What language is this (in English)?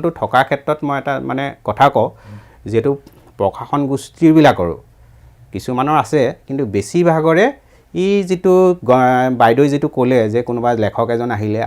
Assamese